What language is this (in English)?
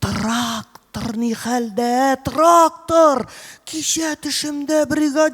Tatar